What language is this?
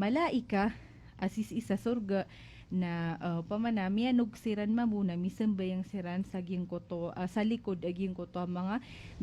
Maranao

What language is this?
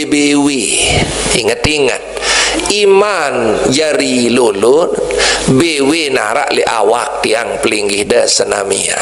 Sasak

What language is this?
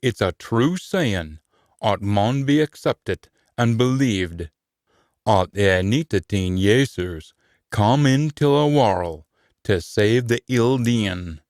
Scots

